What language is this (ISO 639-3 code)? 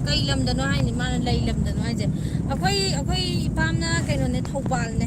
mni